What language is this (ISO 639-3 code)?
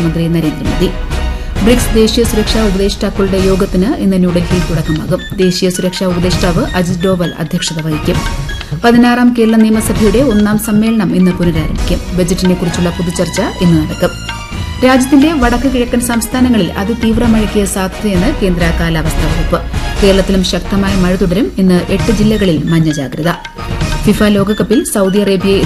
mal